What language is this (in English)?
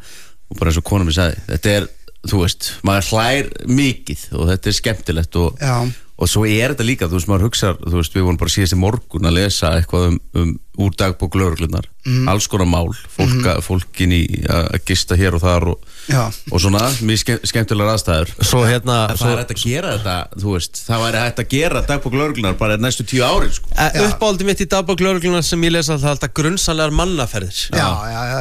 Icelandic